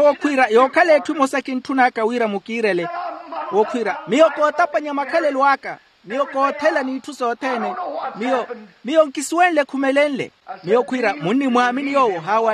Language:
Makhuwa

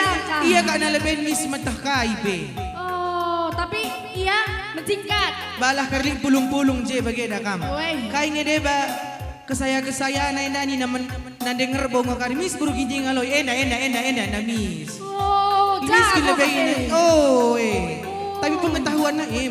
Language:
Batak Karo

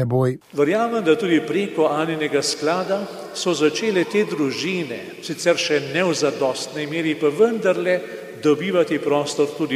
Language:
Slovenian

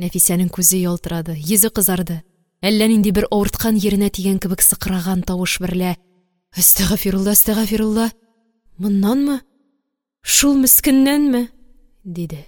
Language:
Tatar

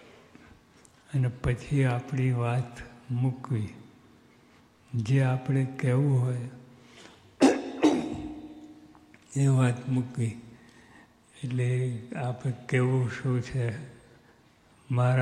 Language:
Gujarati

